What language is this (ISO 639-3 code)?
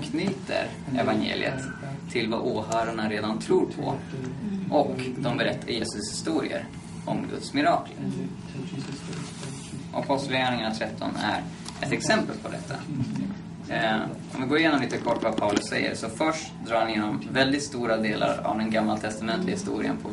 swe